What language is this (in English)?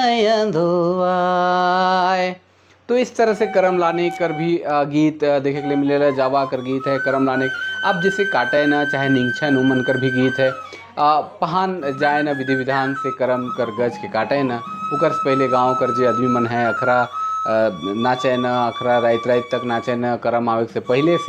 Sadri